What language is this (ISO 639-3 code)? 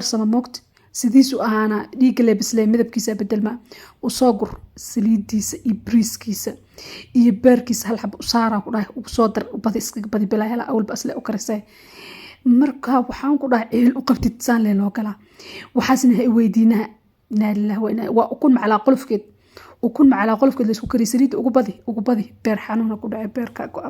som